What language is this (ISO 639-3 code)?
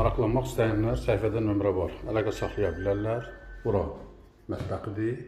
aze